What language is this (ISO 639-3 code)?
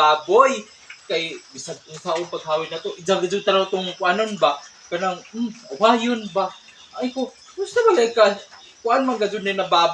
ceb